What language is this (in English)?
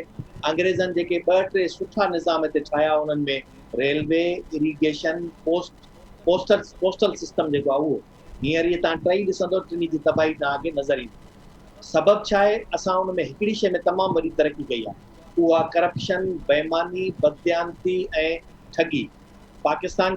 Sindhi